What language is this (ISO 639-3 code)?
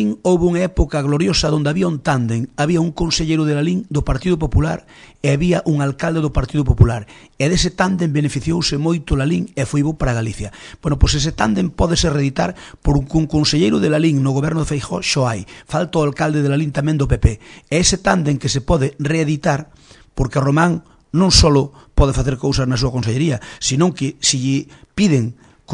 glg